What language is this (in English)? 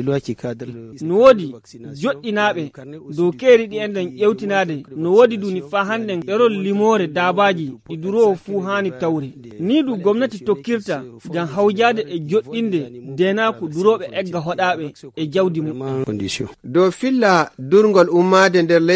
Fula